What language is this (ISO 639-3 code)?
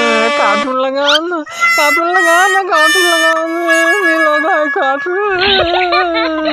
hne